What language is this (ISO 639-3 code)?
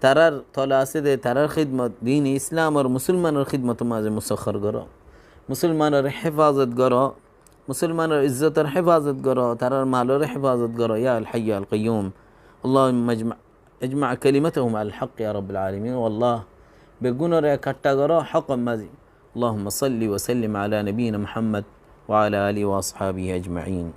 rhg